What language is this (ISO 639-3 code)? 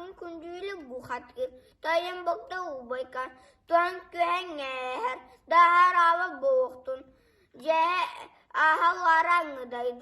sah